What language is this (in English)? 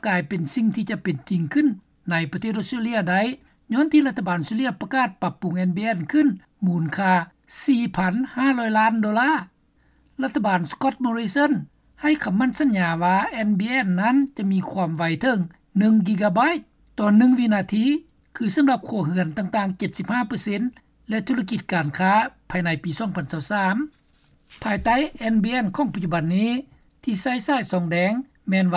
Lao